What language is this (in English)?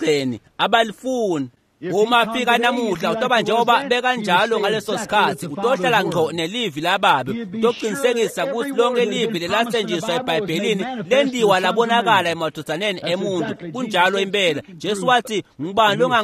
Swati